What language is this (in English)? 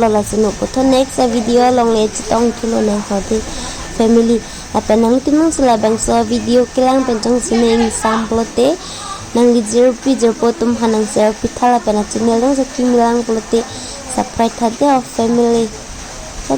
Karbi